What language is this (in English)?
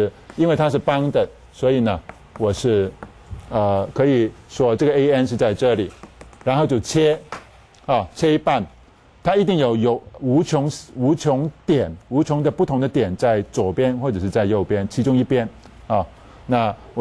Chinese